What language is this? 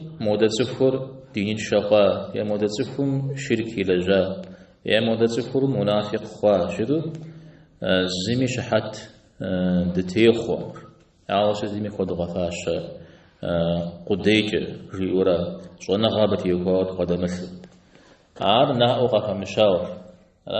Kabardian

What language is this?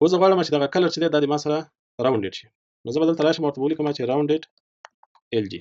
Pashto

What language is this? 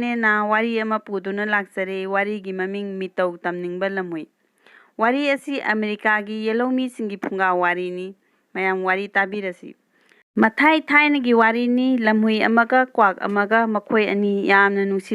Manipuri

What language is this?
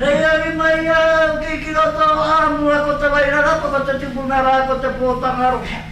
Māori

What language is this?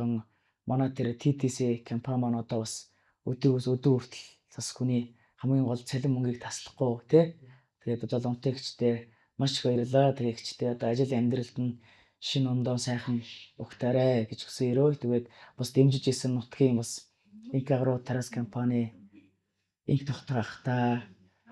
Mongolian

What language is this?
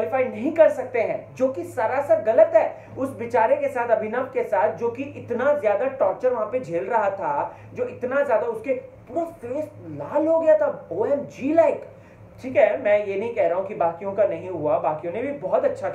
Hindi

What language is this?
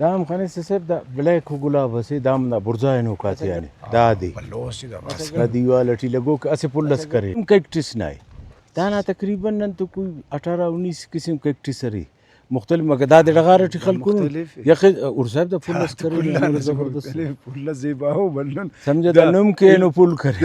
Brahui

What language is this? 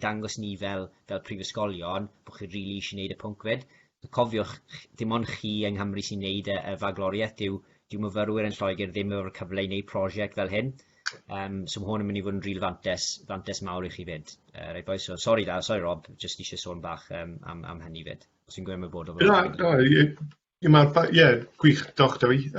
Welsh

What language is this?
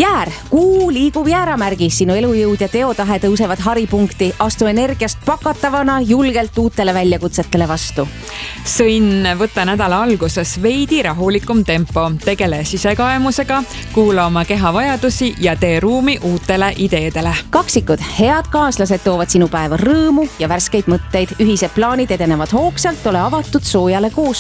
Estonian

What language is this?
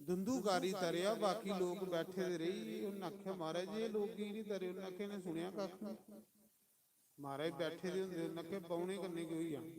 Dogri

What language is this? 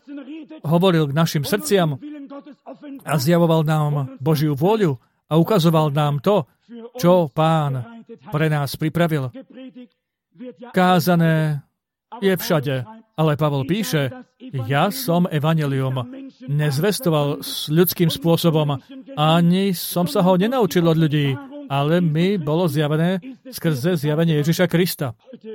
Slovak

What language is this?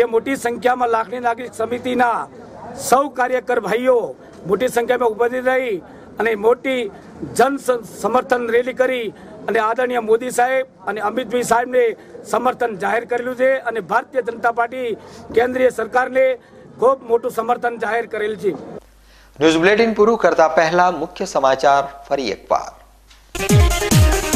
Gujarati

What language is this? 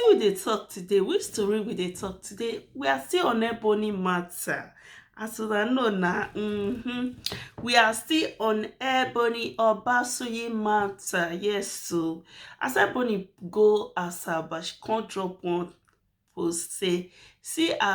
Nigerian Pidgin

